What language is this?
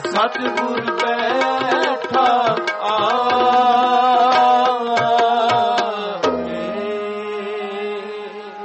Punjabi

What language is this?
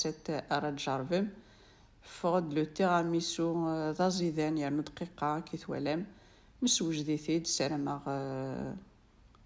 Kabyle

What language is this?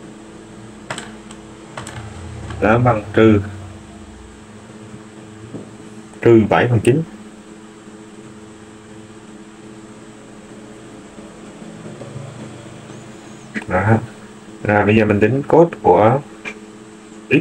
Vietnamese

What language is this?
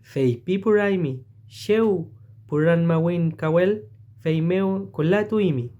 Mapuche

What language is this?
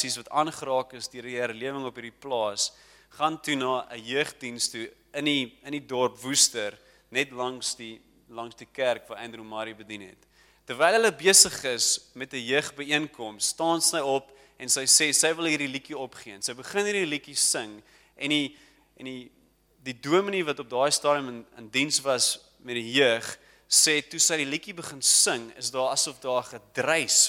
Afrikaans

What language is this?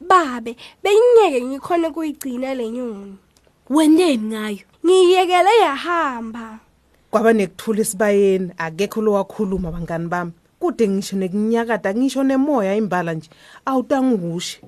Swati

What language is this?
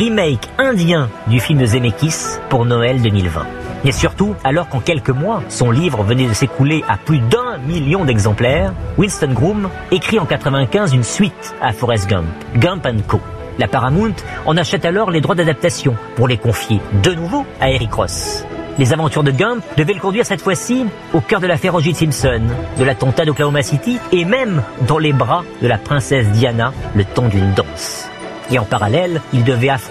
French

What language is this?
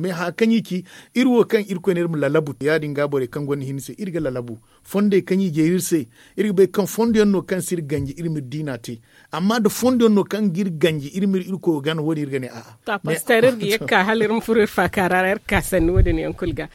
Zarma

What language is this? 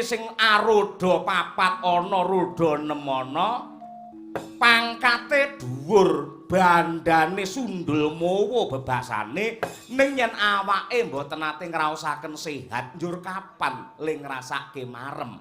Javanese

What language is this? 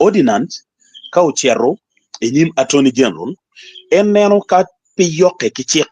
Acoli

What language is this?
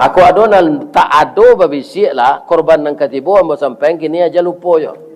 Minangkabau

